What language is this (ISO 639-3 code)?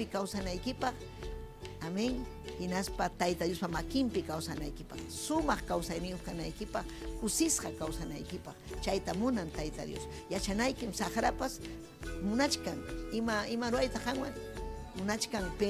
quy